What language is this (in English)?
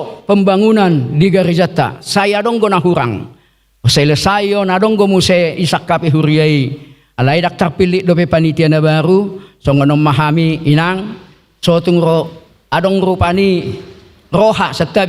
Batak Toba